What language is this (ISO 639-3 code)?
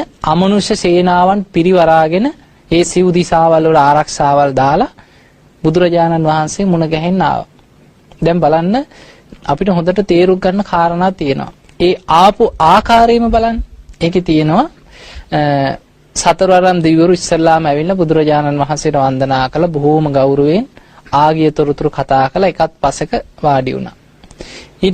sin